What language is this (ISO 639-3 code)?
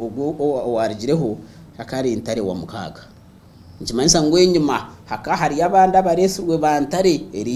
nyn